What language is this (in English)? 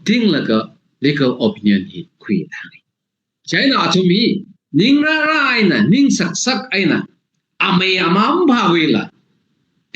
Tangkhul Naga (India)